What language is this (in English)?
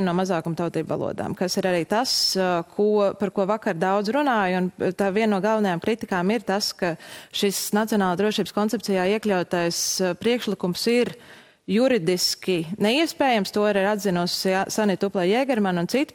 Latvian